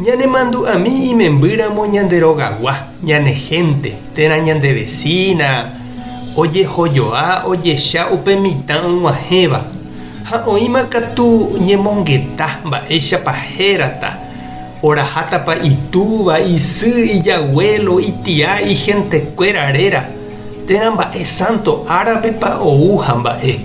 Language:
Guarani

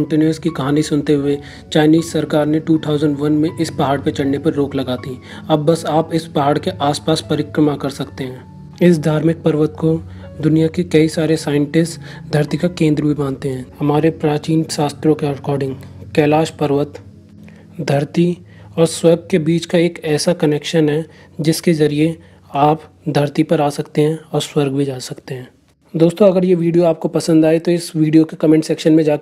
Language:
Hindi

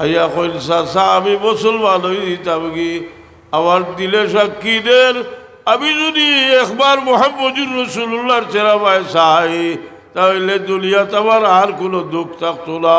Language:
Sylheti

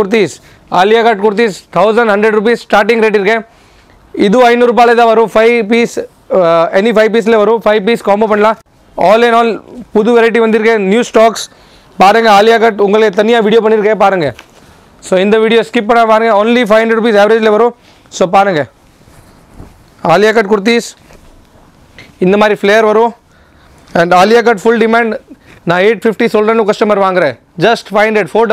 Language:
Tamil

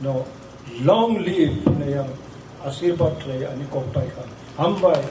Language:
Kok Borok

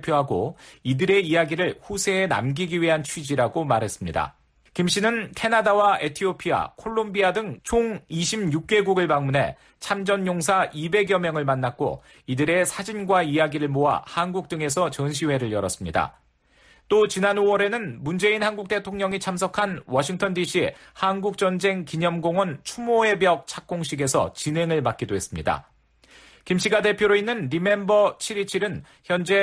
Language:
Korean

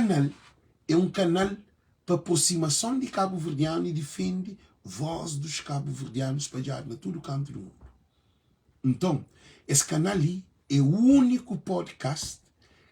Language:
Kabuverdianu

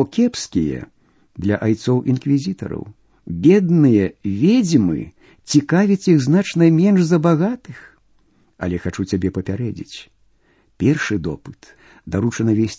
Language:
Belarusian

